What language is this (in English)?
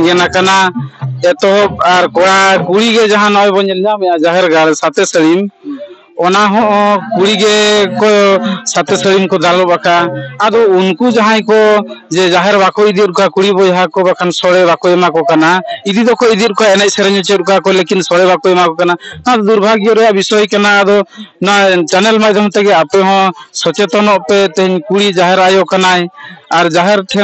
Santali